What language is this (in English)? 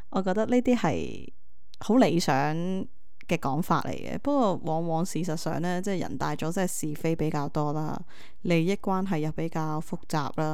Cantonese